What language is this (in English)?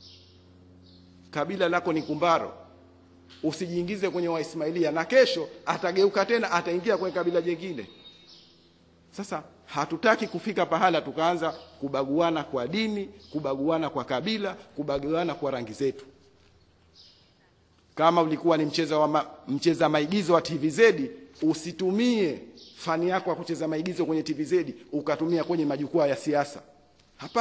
Swahili